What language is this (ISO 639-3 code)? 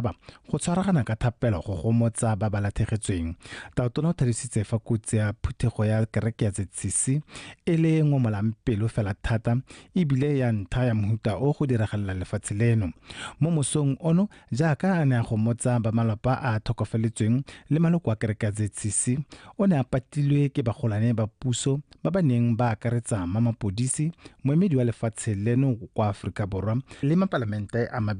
tsn